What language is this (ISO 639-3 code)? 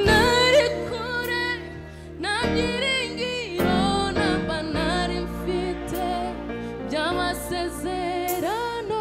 kin